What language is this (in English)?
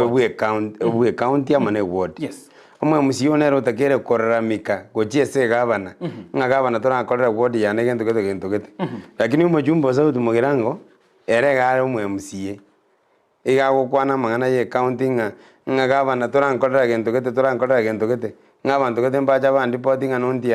Gusii